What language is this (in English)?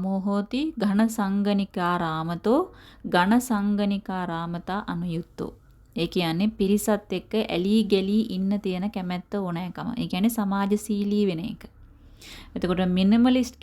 Sinhala